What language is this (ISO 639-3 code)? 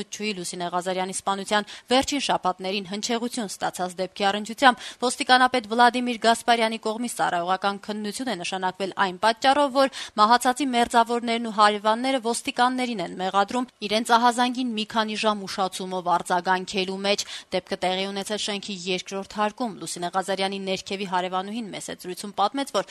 hye